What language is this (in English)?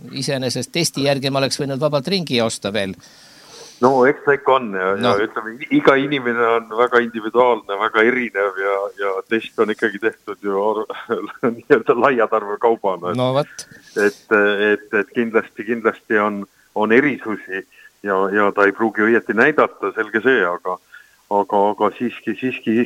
Estonian